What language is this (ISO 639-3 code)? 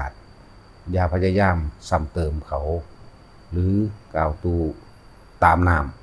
tts